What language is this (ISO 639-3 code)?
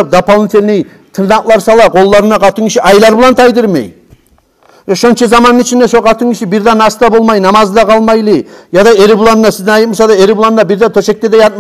kum